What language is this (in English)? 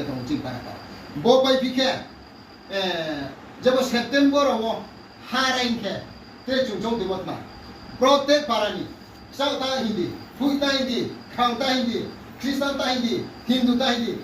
Riang (India)